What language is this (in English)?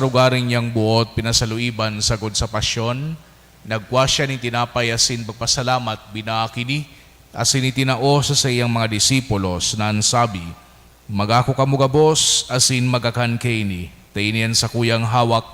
Bikol